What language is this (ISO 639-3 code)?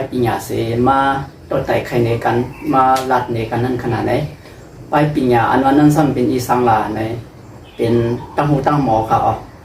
shn